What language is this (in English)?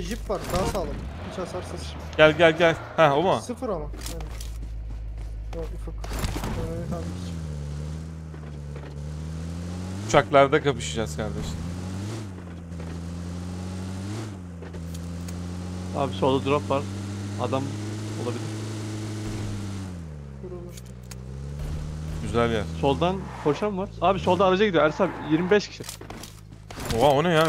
Turkish